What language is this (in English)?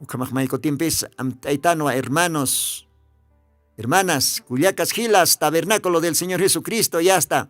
Aymara